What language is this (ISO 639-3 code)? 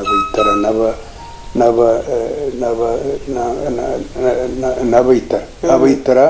nyn